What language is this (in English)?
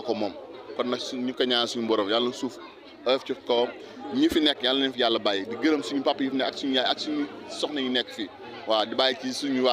Wolof